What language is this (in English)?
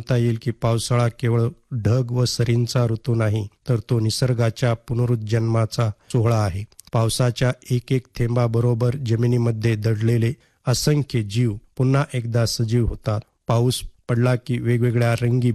Marathi